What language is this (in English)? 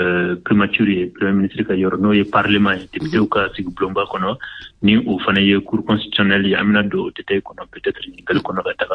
Bambara